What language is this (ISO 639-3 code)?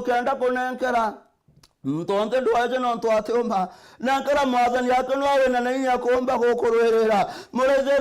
mer